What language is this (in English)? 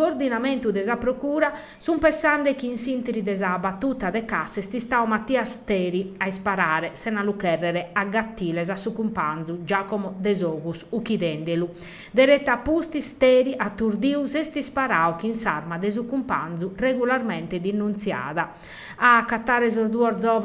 Sardinian